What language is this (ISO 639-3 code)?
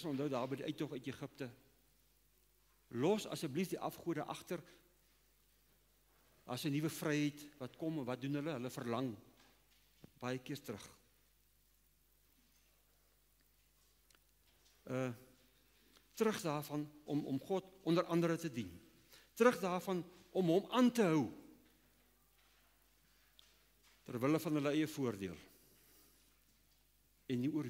afr